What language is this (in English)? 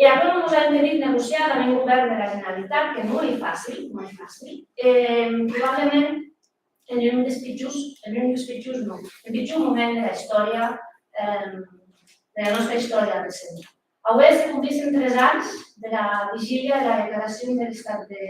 Occitan